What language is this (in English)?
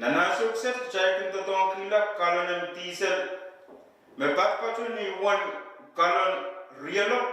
Pohnpeian